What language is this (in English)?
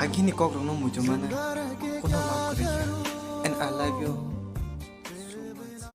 Kok Borok